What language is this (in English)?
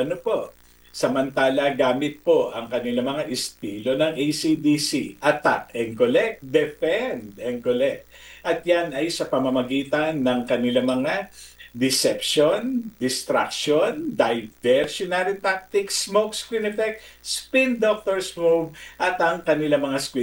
Filipino